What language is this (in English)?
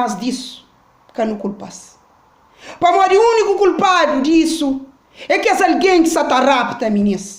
Kabuverdianu